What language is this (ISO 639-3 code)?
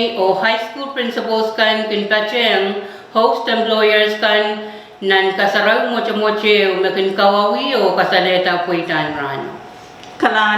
pon